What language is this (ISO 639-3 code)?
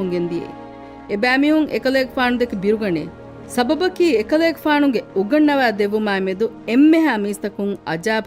div